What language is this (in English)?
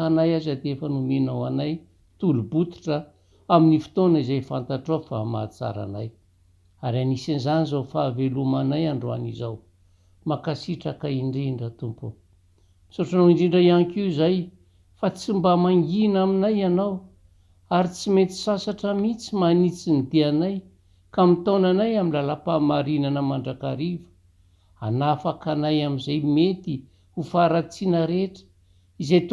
Malagasy